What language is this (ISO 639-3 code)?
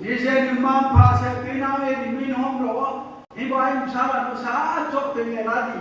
ria